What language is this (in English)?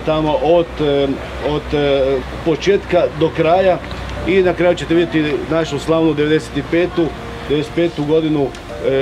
Croatian